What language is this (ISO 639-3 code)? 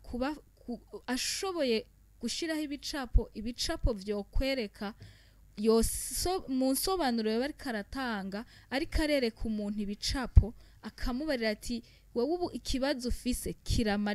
run